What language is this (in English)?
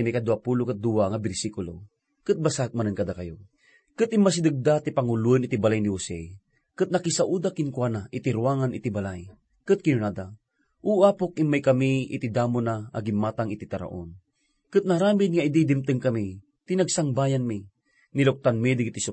Iloko